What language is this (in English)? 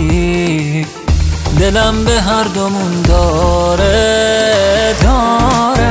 Persian